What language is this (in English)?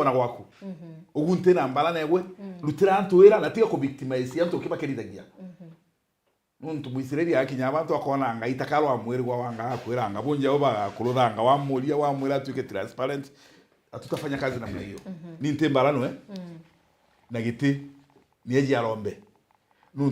Meru